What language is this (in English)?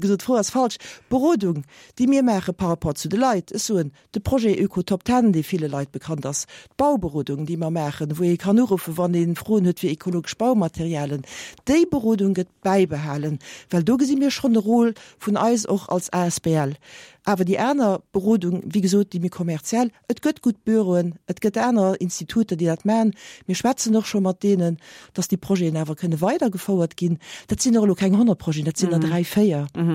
Luxembourgish